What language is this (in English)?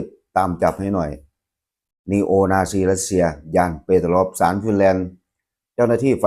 Lao